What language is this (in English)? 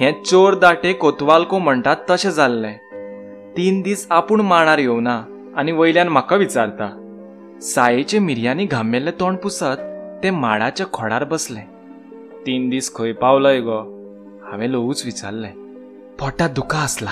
Konkani